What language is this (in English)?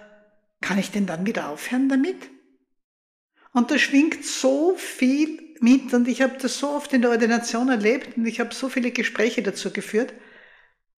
German